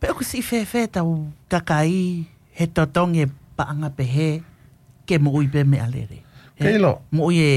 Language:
Tongan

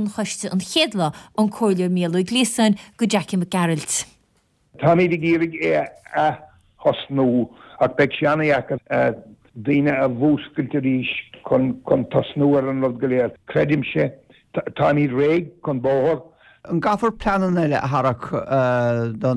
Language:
Irish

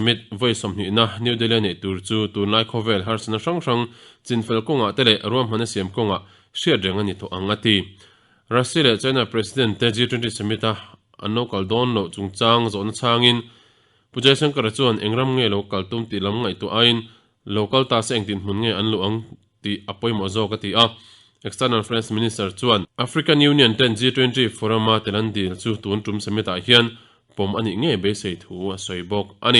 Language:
Mizo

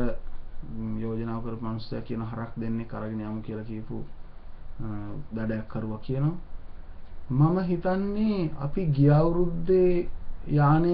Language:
Sinhala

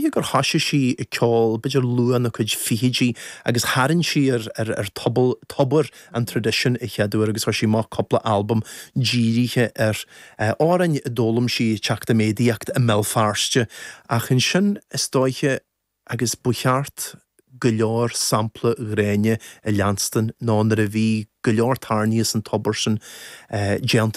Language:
Irish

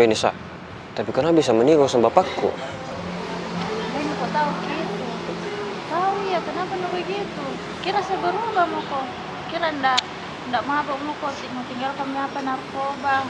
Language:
Makassar Malay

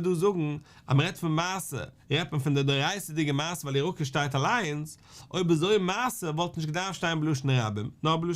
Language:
Yiddish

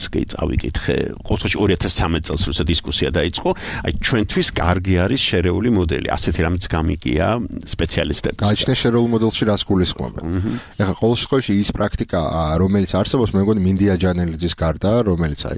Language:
Georgian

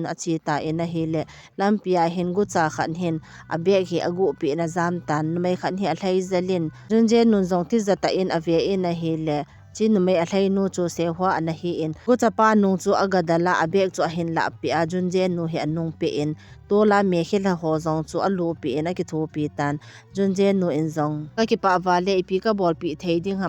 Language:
Thado Chin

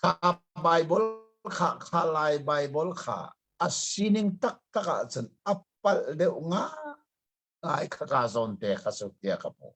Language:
Hakha Chin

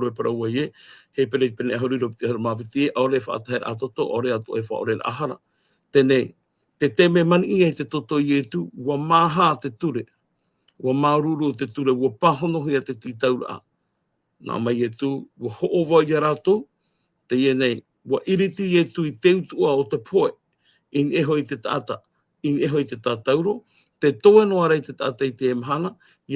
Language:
Tahitian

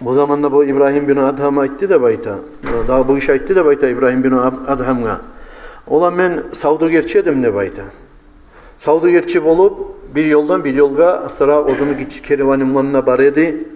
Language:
Kumyk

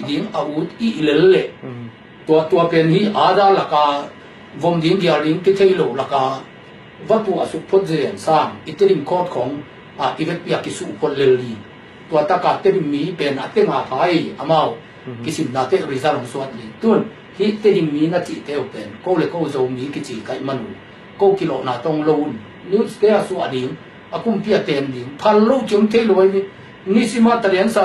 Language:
Tedim Chin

